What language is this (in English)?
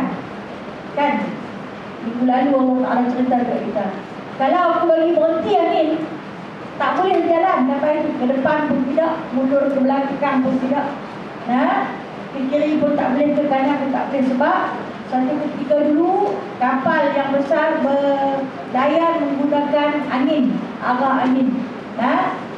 Malay